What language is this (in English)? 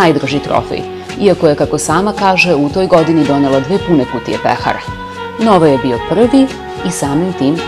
Serbian